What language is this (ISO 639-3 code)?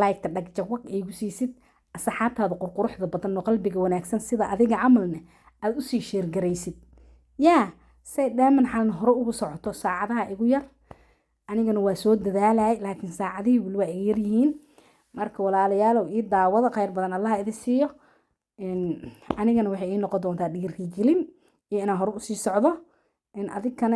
som